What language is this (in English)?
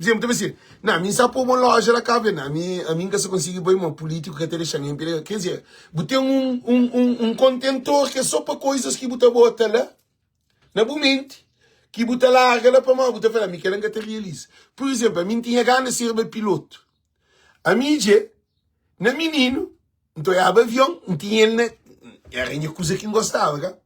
Kabuverdianu